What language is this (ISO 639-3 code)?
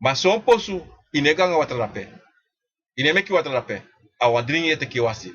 srn